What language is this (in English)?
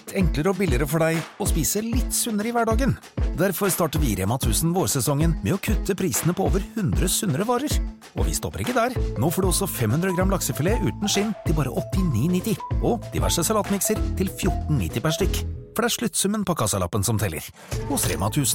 Norwegian